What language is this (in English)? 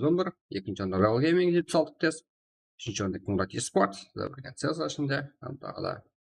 Kara-Kalpak